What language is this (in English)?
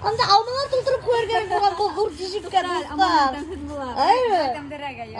Bashkir